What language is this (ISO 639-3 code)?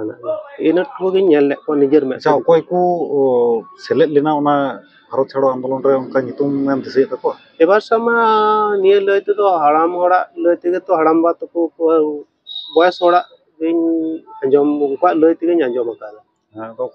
sat